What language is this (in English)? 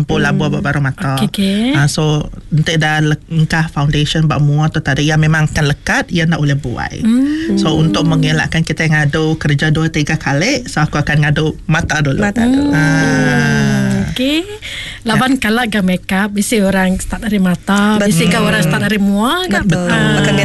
Malay